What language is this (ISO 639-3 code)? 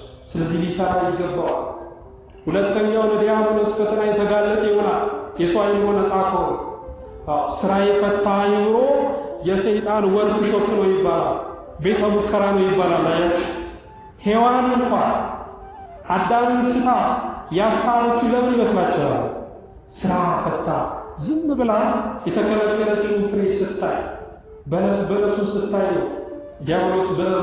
amh